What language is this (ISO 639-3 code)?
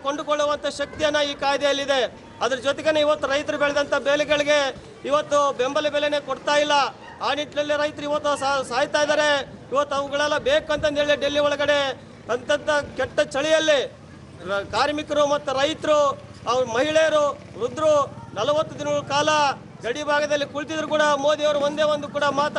kan